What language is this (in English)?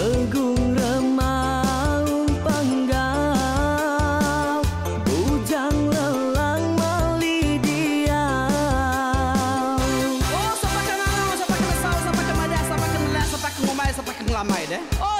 Iban